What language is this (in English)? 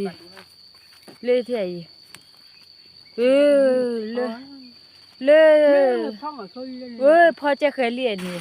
S'gaw Karen